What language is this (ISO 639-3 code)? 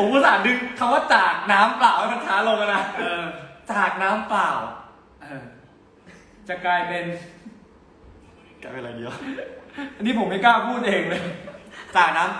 tha